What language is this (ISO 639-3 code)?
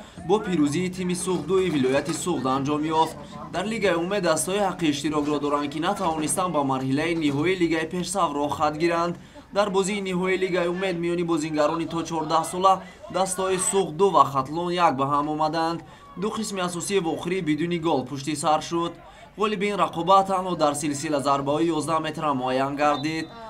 tgk